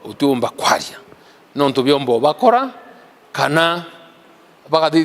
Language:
Meru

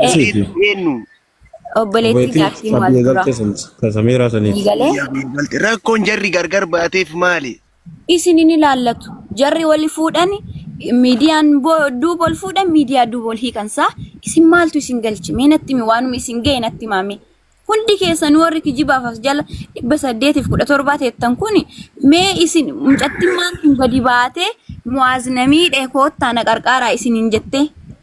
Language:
Oromo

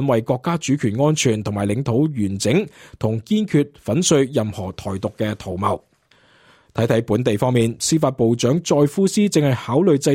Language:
Cantonese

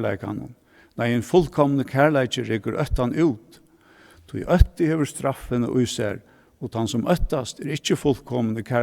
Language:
Faroese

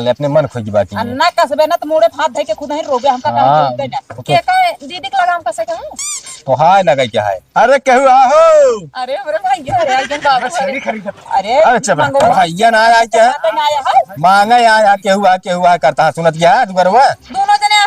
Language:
Awadhi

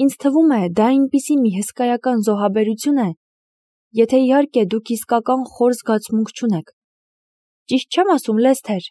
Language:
Armenian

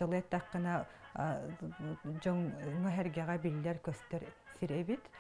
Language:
Yakut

